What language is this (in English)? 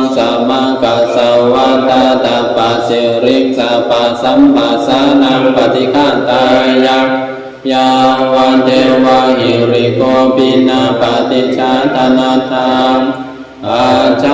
Pali